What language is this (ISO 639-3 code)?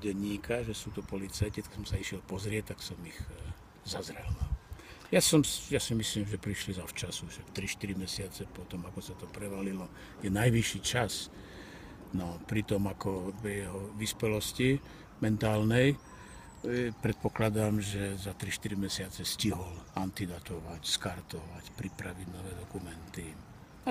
slk